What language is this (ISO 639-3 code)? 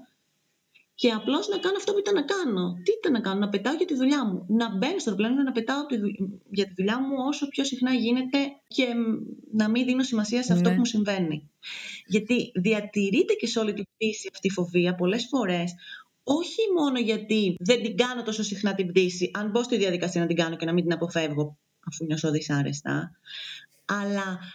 ell